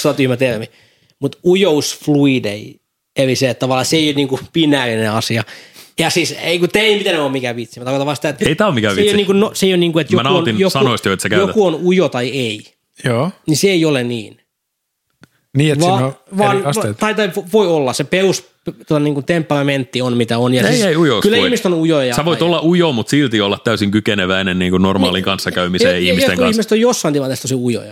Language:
Finnish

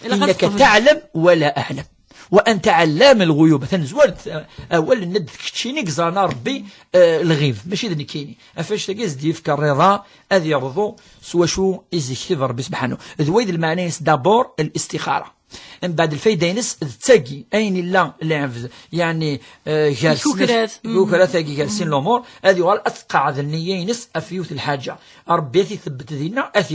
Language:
Kabyle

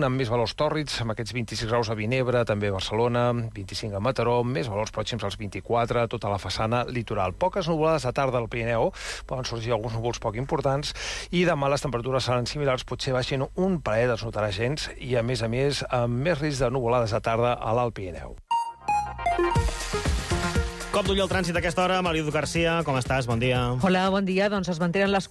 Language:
Catalan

